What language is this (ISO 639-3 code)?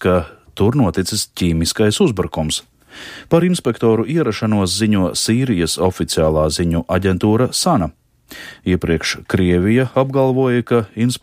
lav